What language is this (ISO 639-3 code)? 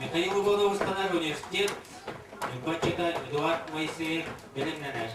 sah